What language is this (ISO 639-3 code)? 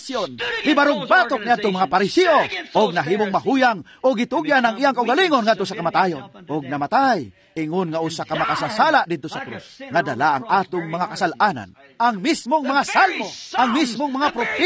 ceb